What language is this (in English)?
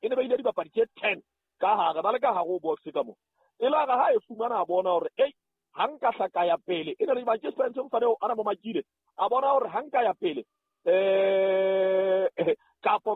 Southern Sotho